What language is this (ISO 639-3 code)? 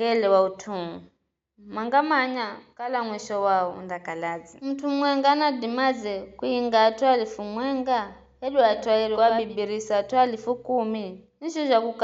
nyf